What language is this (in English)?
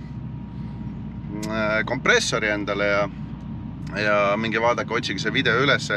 Estonian